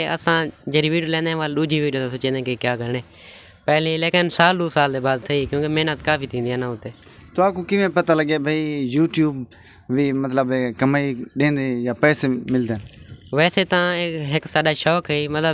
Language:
Saraiki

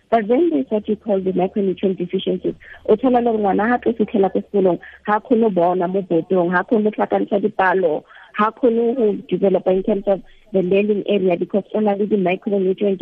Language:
Tswana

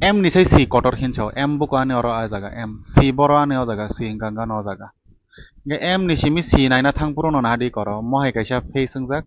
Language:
Kok Borok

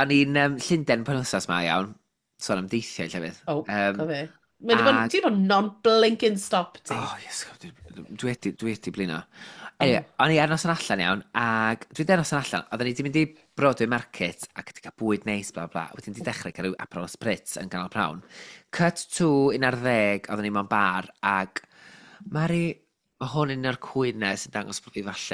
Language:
Welsh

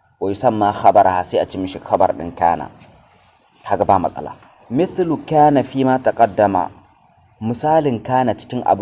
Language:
Hausa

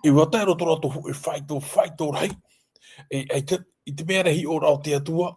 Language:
Tahitian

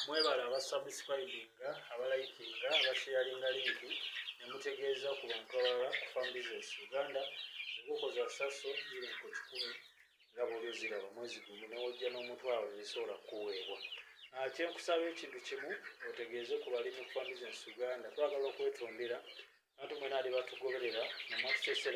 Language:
Ganda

